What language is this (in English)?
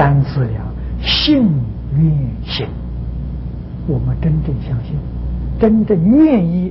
Chinese